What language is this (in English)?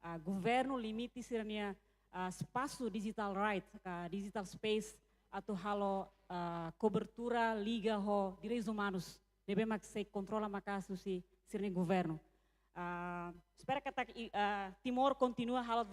Tetum